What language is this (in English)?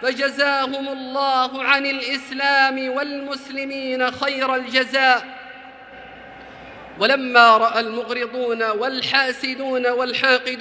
Arabic